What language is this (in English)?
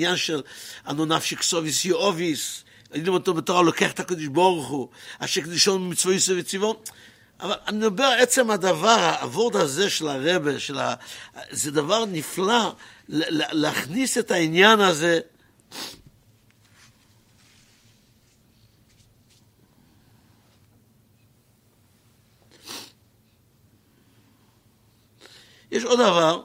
Hebrew